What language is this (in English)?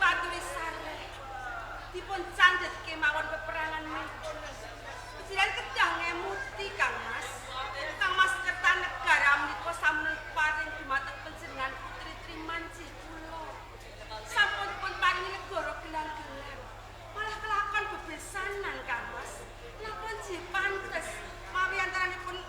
Javanese